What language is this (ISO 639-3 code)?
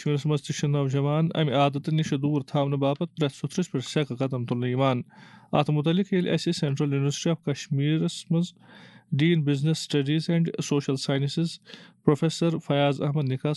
kas